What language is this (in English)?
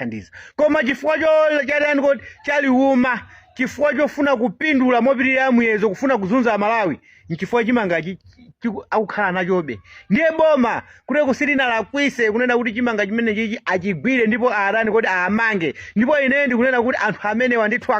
Nyanja